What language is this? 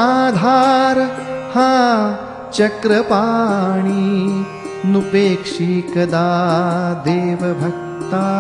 Marathi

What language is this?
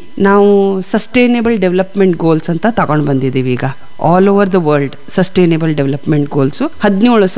Kannada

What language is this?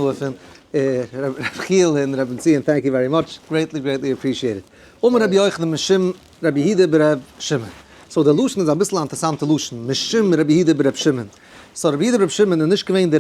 Yiddish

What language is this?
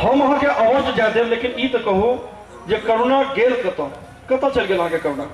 Maithili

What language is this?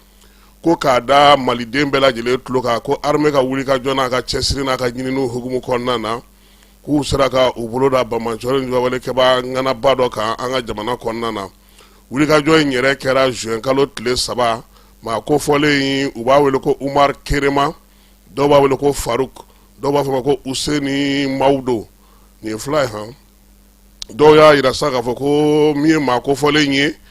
Bambara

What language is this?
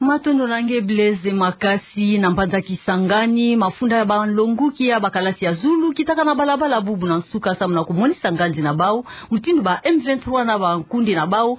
Kituba (Democratic Republic of Congo)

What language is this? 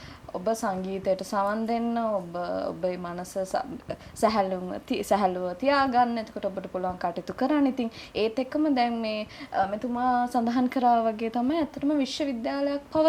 Sinhala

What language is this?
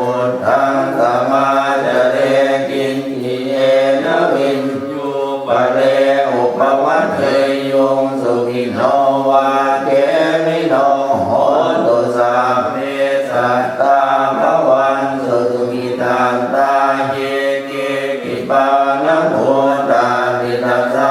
Pali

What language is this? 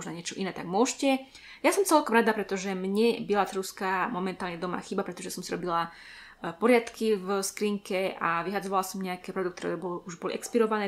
Slovak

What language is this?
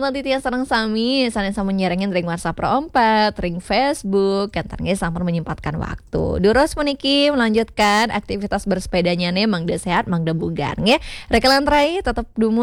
Balinese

